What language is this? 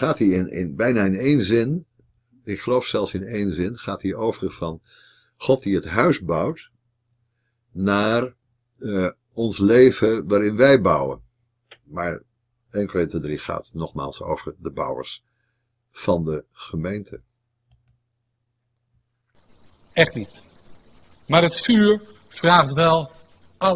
Dutch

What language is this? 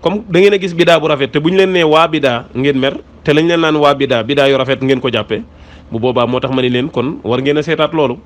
Wolof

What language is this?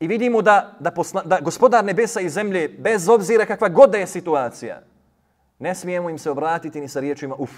Bosnian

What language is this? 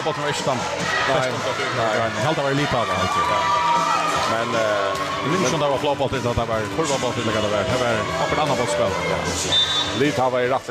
Faroese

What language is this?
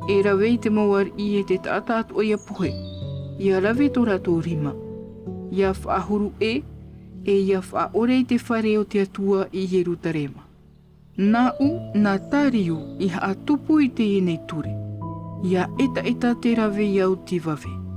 Tahitian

